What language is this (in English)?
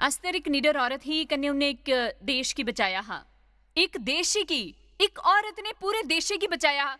Dogri